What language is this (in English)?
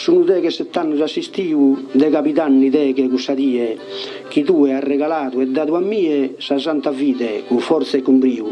Sardinian